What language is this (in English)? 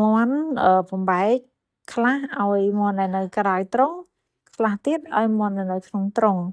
Khmer